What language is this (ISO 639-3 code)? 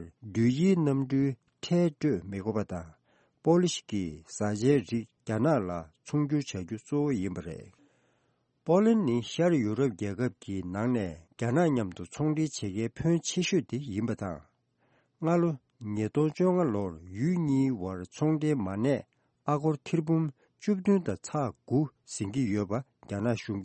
bod